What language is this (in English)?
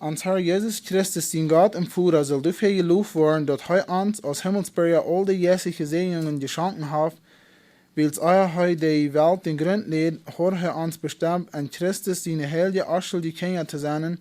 Plautdietsch